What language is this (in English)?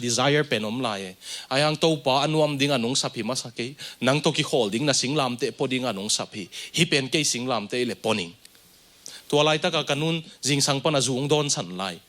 Tedim Chin